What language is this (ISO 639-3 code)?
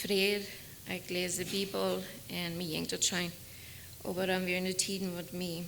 pdt